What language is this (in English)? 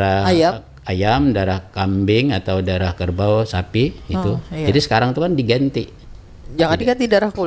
Banjar